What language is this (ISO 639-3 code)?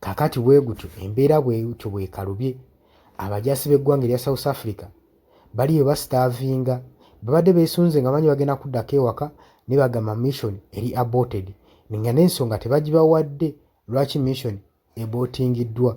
lug